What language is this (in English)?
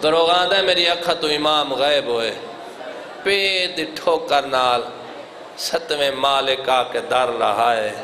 Saraiki